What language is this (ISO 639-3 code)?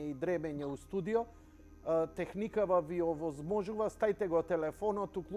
mkd